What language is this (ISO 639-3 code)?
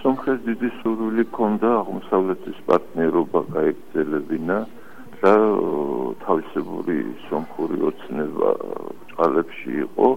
kat